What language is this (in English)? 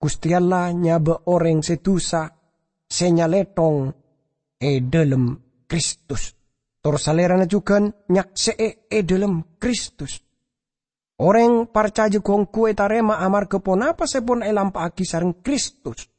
Madurese